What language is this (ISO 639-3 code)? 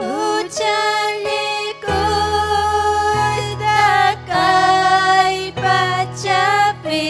quy